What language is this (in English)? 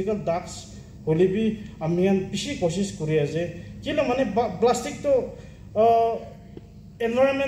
Naga Pidgin